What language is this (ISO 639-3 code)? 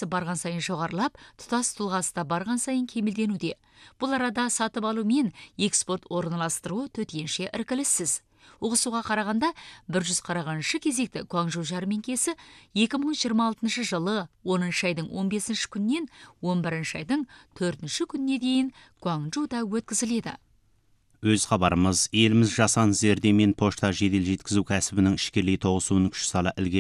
kaz